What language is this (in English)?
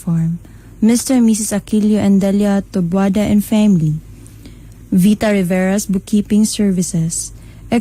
Cebuano